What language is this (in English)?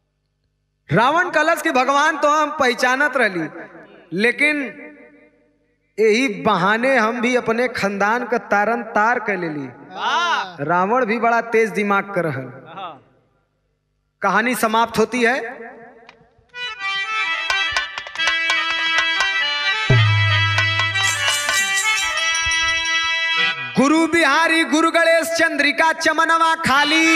Bhojpuri